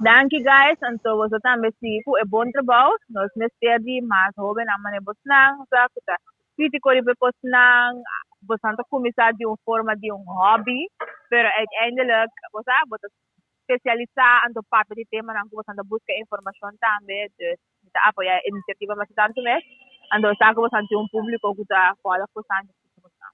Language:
Papiamento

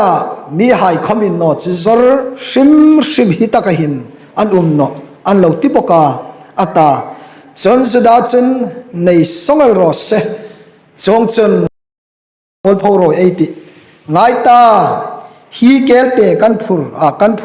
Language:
Hmar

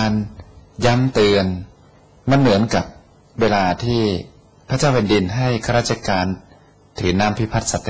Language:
Thai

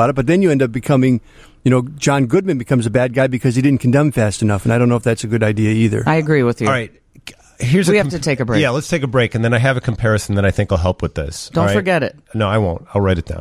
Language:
English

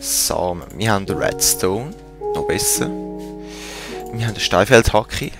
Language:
Swiss German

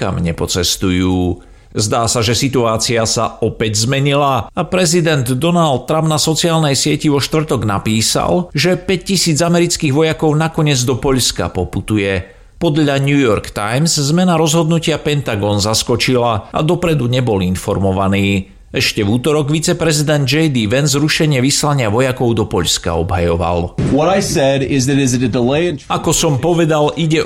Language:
Slovak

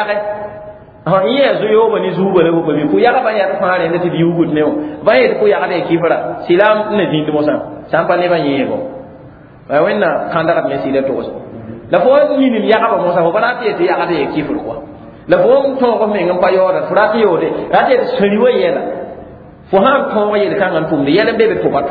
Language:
Mossi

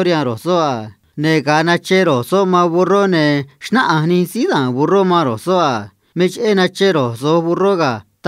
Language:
Copala Triqui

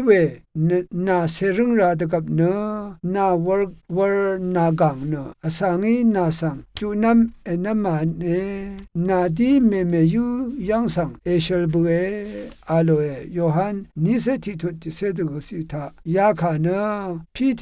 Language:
Rawang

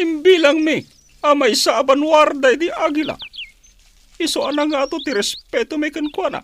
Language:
Iloko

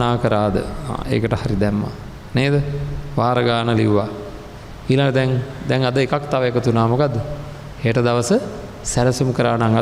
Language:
Sinhala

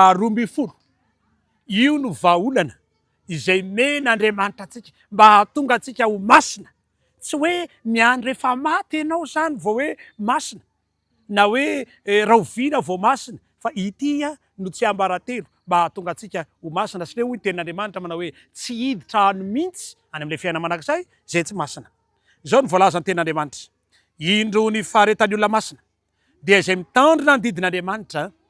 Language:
Malagasy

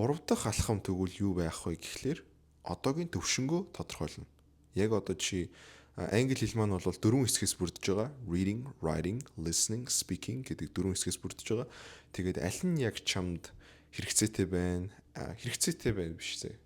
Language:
Mongolian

